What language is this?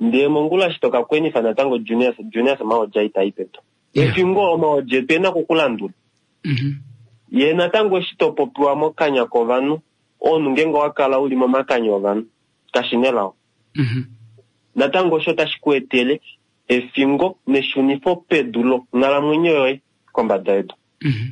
Kuanyama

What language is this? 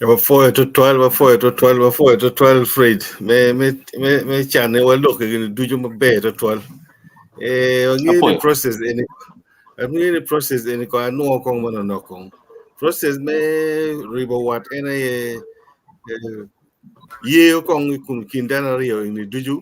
Acoli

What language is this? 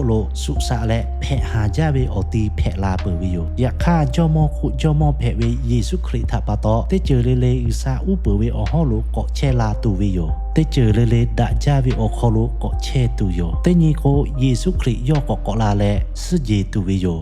Lahu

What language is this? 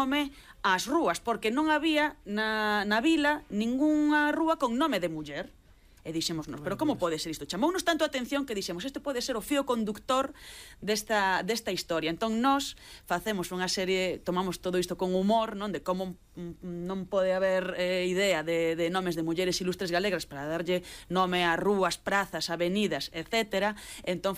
Galician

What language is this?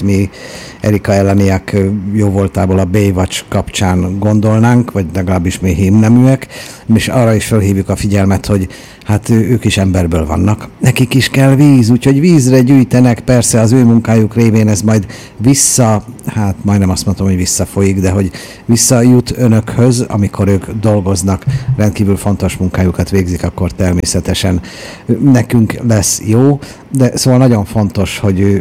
Hungarian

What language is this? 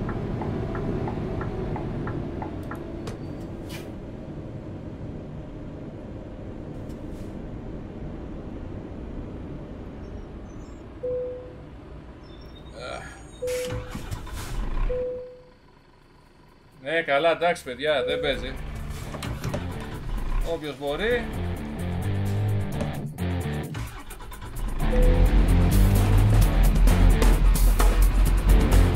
Greek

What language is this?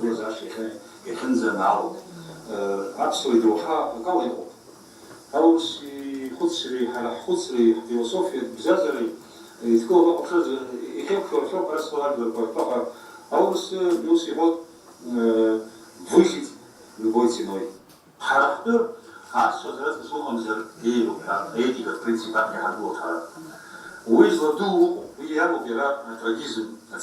Abkhazian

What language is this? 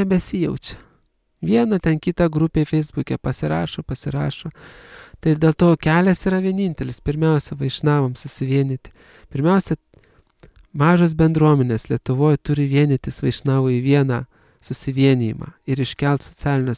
Lithuanian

